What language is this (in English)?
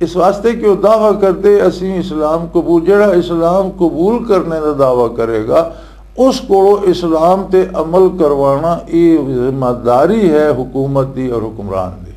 Western Panjabi